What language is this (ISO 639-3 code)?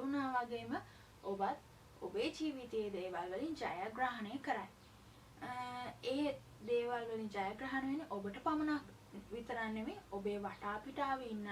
sin